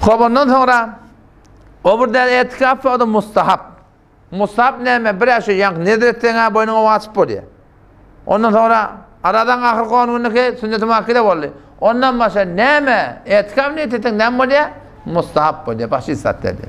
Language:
Turkmen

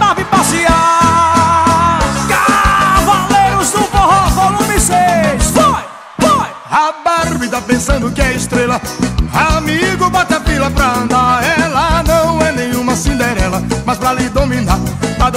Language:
Portuguese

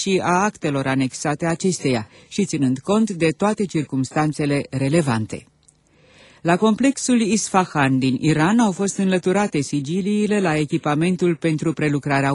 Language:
Romanian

